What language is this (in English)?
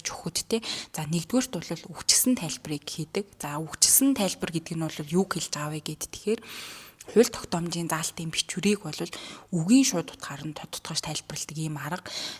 Mongolian